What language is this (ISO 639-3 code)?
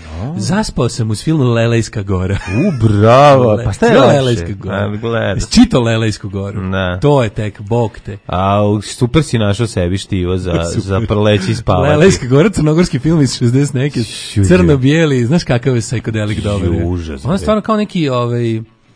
srp